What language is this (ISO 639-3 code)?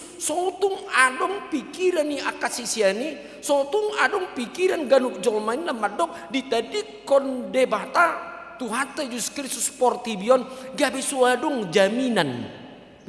bbc